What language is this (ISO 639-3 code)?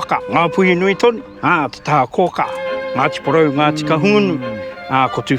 mri